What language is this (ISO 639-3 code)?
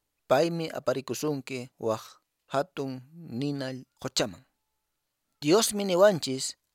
que